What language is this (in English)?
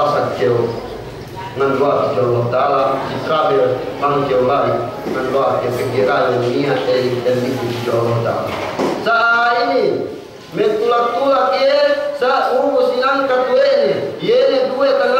Yakan